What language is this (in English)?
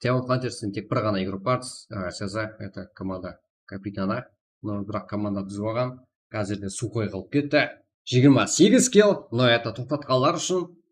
Kara-Kalpak